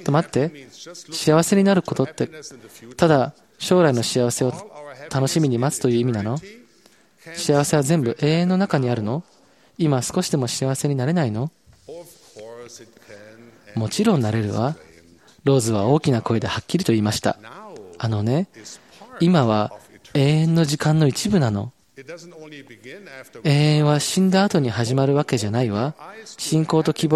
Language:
Japanese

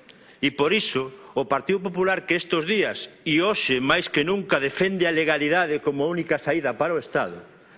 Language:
Galician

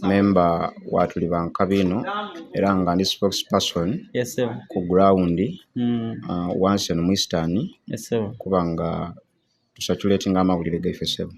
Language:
Soga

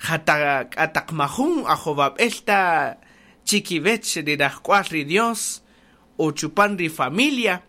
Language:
Kaqchikel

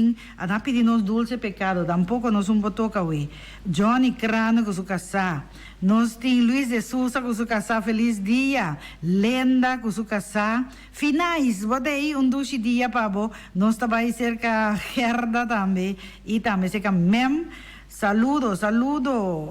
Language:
Papiamento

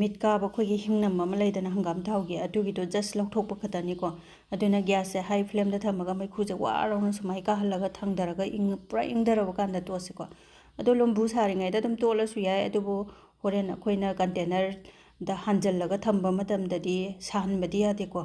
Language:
Manipuri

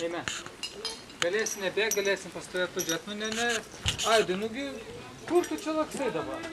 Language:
Prussian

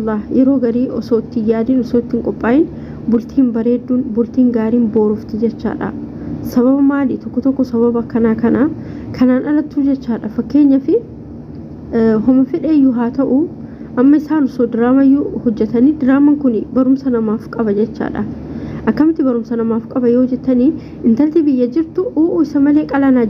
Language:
Oromo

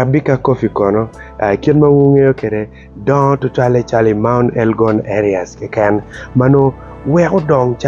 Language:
Acoli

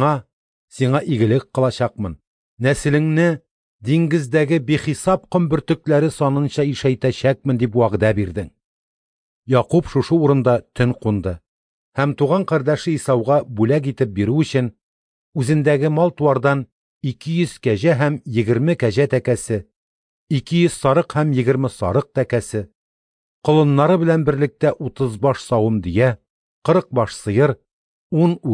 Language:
Tatar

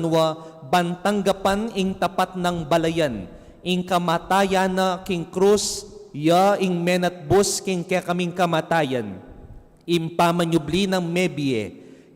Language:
Pampanga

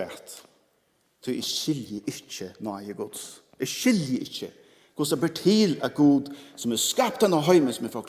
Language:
Faroese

